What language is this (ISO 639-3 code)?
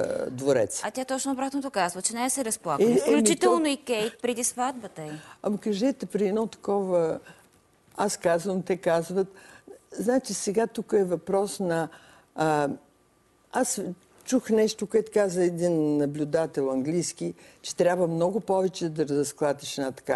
bul